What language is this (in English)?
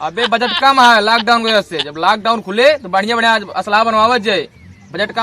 Awadhi